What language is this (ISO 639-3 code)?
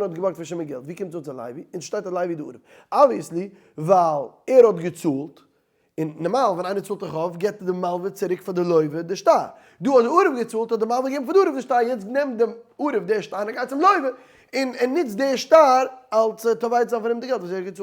yid